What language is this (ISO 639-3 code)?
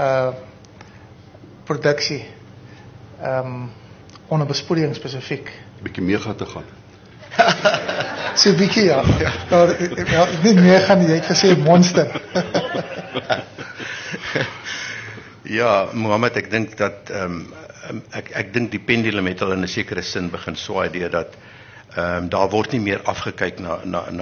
afr